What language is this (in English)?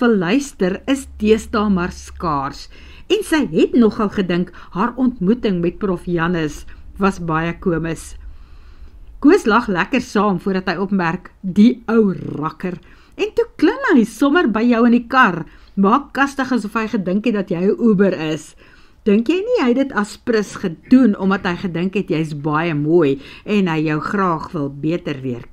Afrikaans